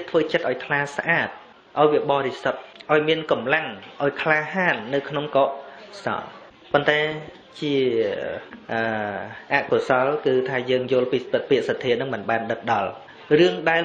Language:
Khmer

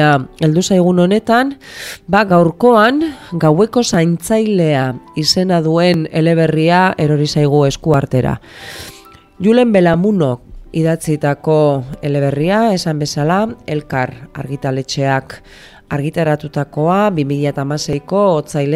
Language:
Basque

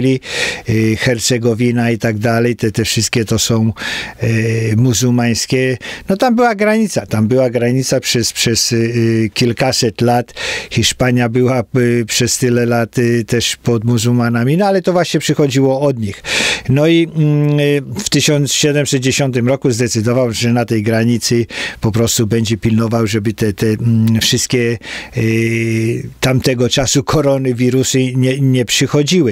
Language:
Polish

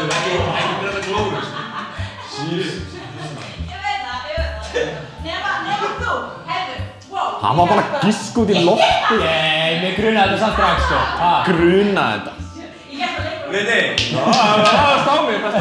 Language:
Icelandic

